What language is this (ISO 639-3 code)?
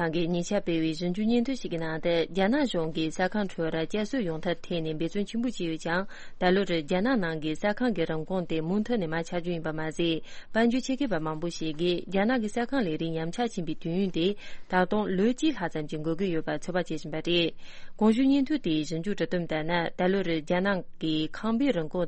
bod